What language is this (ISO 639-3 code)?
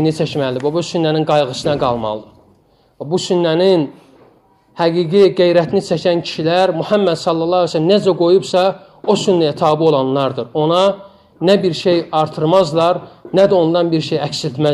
aze